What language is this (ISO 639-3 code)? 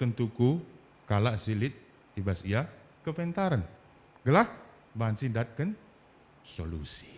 btx